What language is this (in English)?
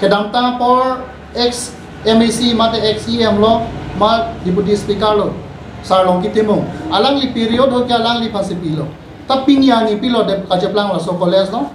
Karbi